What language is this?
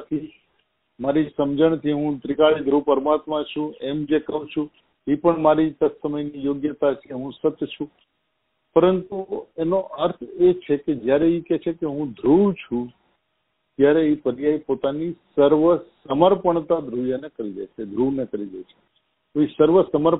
Gujarati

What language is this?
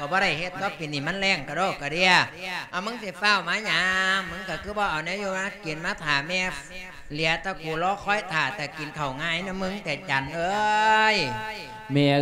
Lao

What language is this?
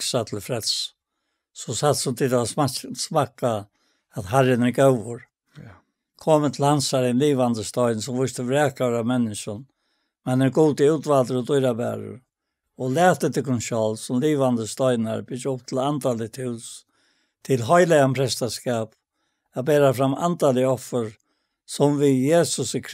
Faroese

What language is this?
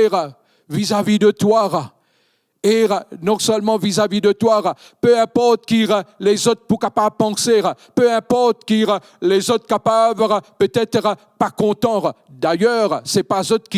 Morisyen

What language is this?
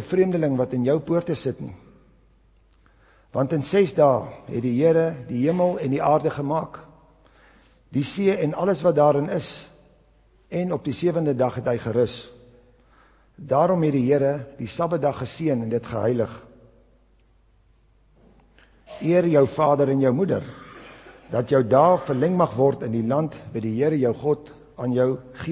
Afrikaans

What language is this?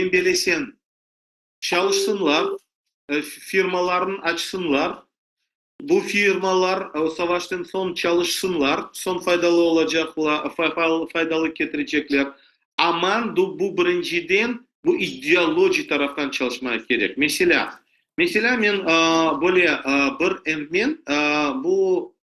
Crimean Tatar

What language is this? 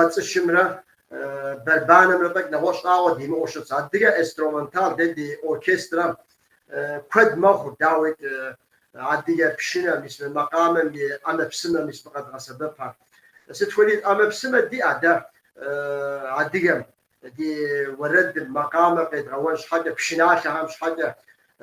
Kabardian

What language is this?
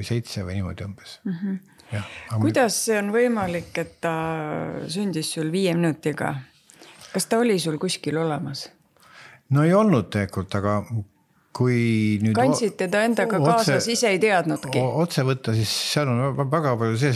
Estonian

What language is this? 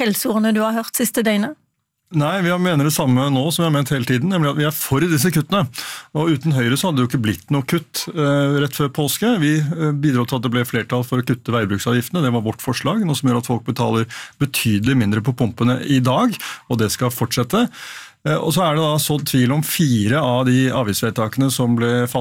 Norwegian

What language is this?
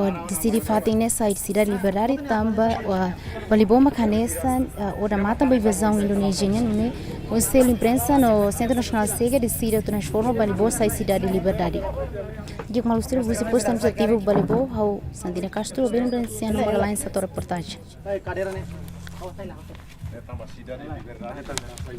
Tetum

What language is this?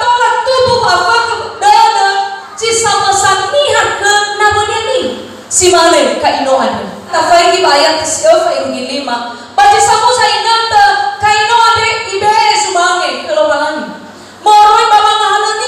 Nias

